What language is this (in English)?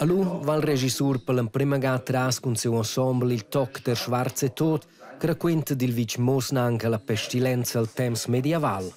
Romansh